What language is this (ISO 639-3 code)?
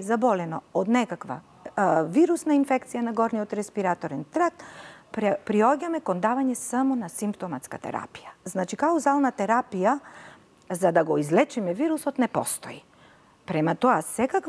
mkd